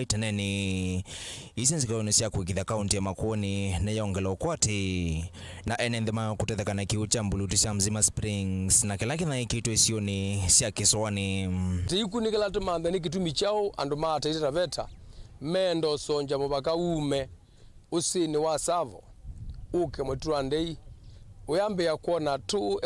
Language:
Kamba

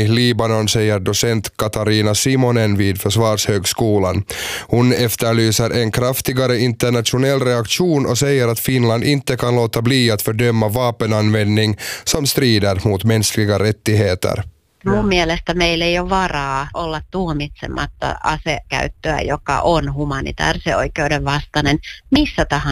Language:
Swedish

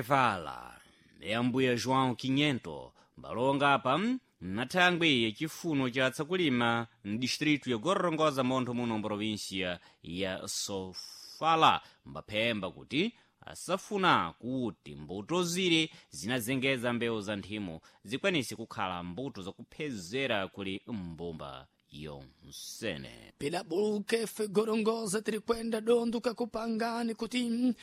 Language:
Sena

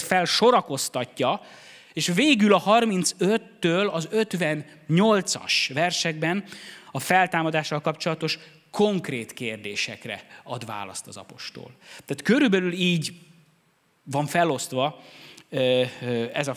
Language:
Hungarian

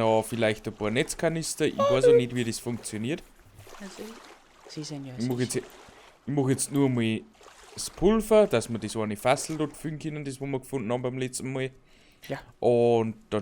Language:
Bavarian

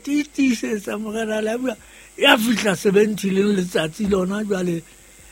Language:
Southern Sotho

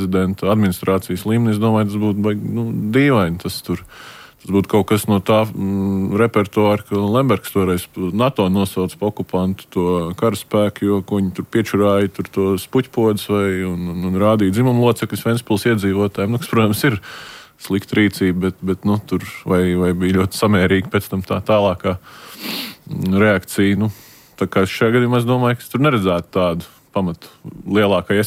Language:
Latvian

